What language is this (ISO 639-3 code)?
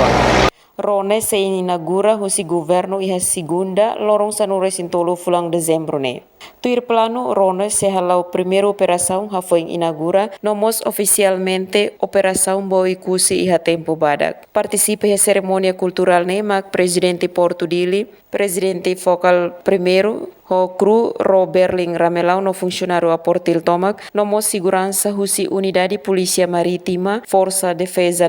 tet